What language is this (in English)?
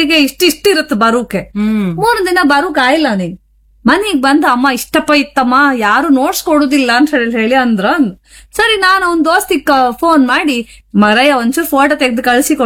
Kannada